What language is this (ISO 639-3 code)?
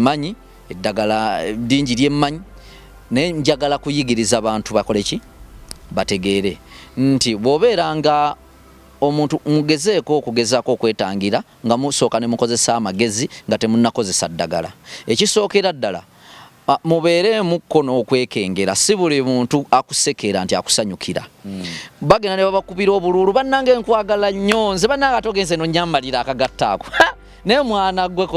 lug